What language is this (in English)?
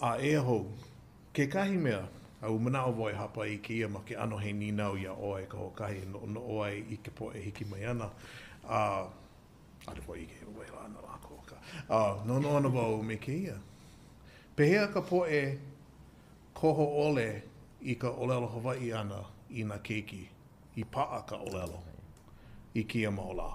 Hawaiian